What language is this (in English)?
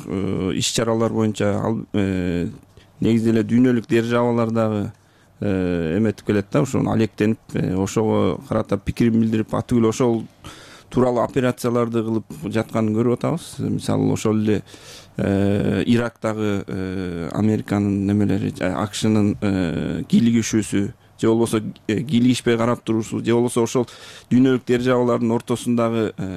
Kyrgyz